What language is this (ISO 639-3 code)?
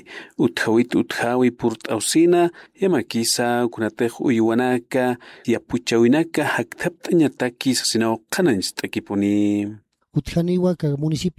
aym